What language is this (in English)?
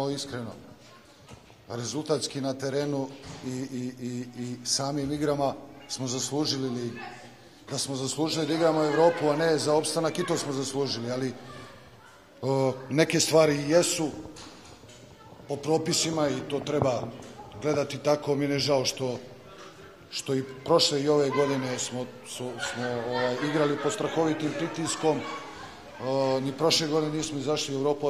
Serbian